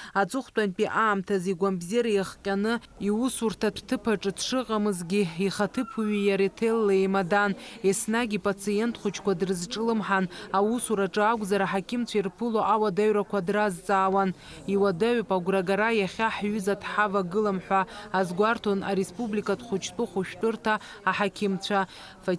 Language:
Abkhazian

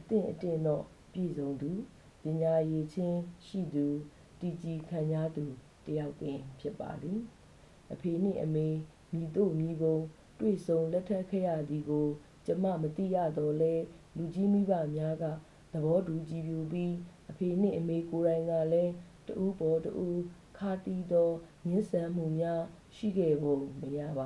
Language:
Burmese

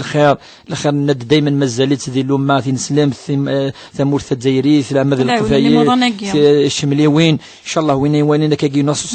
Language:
Kabyle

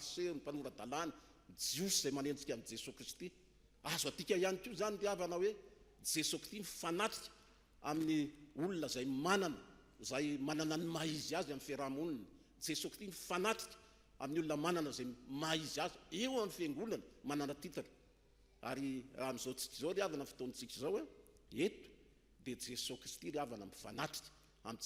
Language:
Malagasy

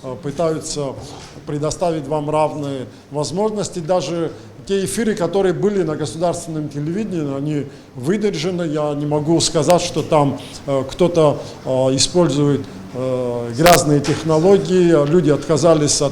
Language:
Abkhazian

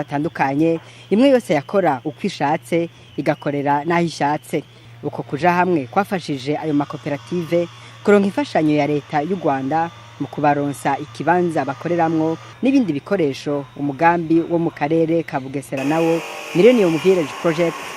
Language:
Rundi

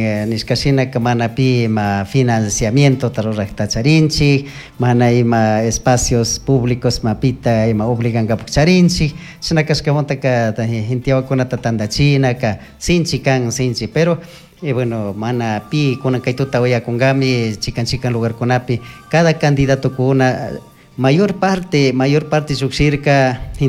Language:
Chimborazo Highland Quichua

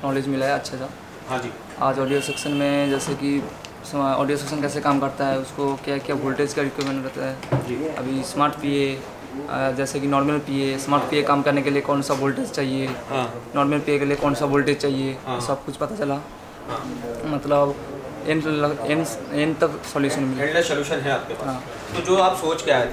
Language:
Hindi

